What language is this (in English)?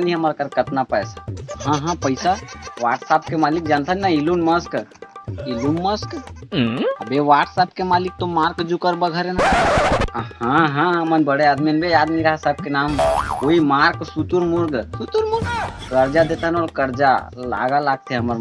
Chhattisgarhi